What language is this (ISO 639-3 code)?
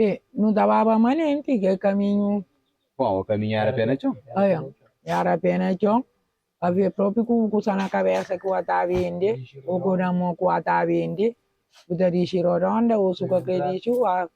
kea